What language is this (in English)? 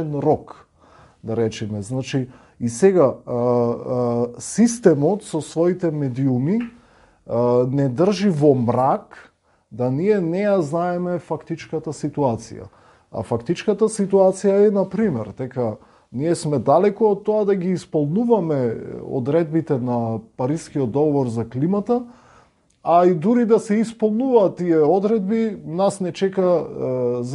Macedonian